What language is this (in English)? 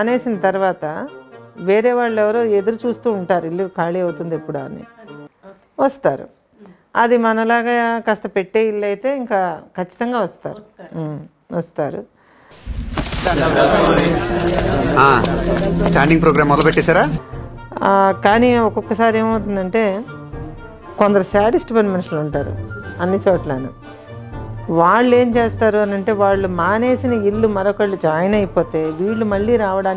Telugu